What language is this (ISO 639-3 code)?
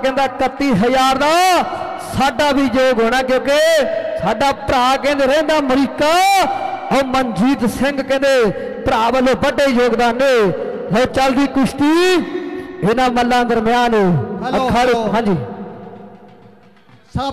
pan